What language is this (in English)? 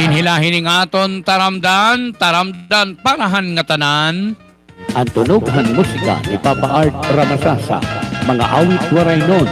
Waray